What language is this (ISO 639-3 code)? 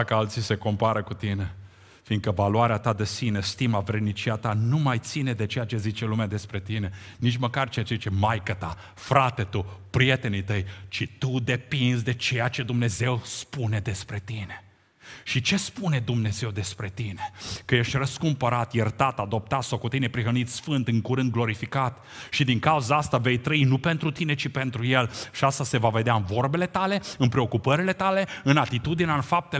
ron